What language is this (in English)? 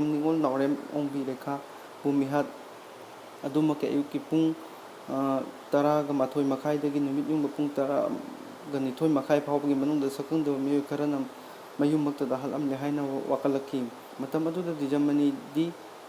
Manipuri